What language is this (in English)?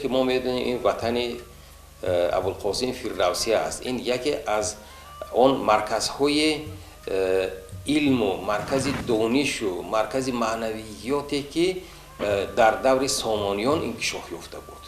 Tajik